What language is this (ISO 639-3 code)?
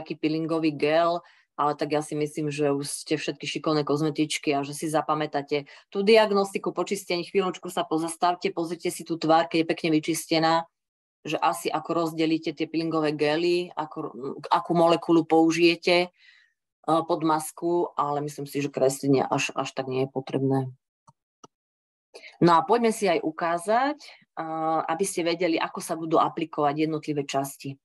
slk